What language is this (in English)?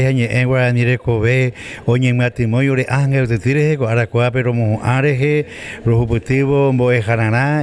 Guarani